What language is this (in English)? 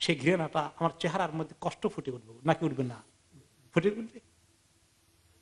Bangla